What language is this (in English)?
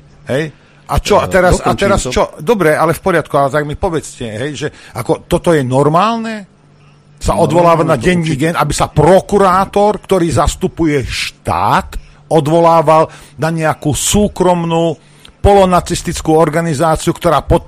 Slovak